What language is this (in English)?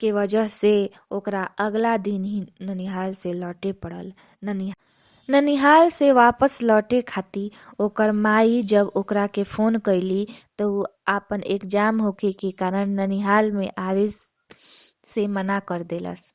Bhojpuri